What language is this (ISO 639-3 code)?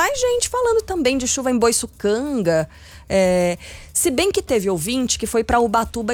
por